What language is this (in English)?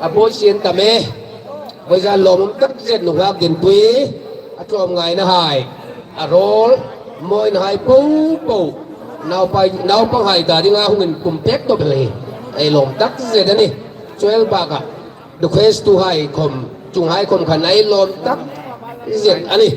Hmar